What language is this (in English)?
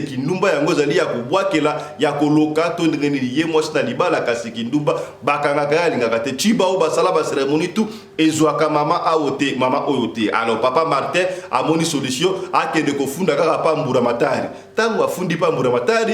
Lingala